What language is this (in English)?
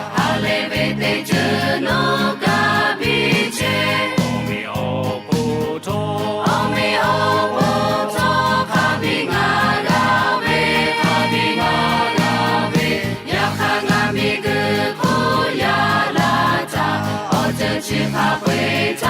Lahu